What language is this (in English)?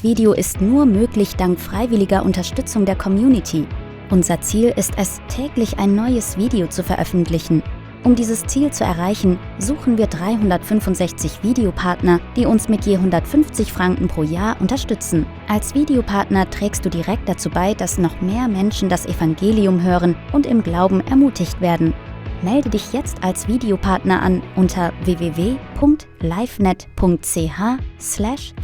Swiss German